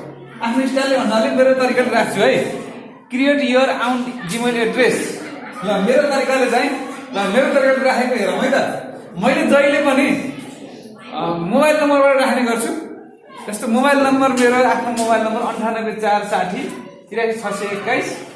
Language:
Nepali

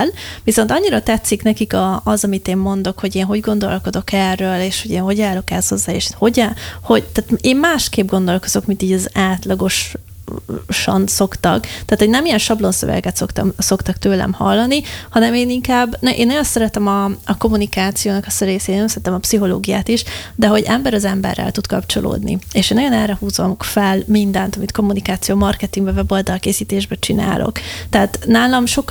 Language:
Hungarian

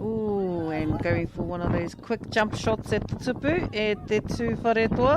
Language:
Māori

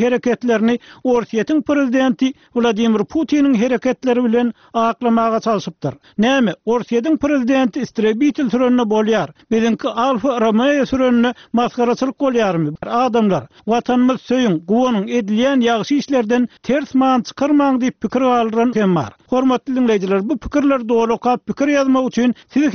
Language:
Turkmen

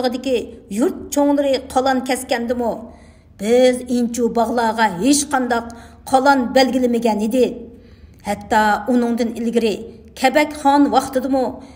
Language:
Uyghur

